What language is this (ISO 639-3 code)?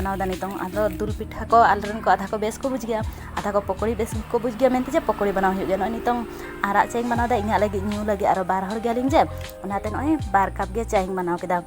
sat